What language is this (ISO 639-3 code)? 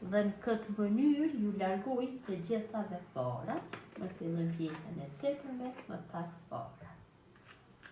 sqi